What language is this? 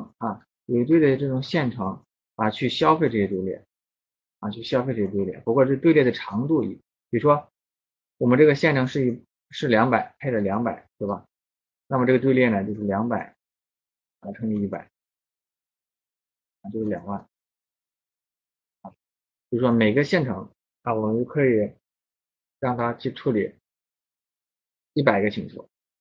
Chinese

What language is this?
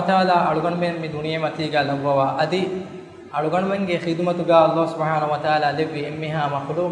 Divehi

